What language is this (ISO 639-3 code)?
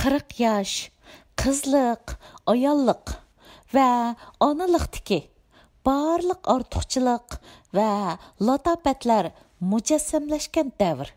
uig